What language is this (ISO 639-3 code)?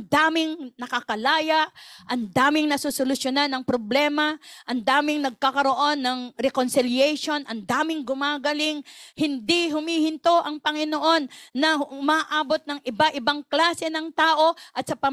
fil